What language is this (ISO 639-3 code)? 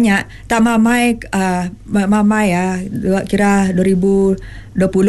iba